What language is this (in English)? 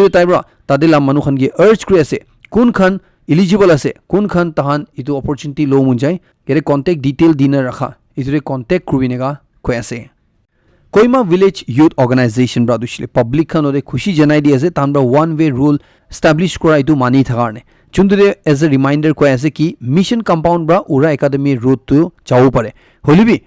Naga Pidgin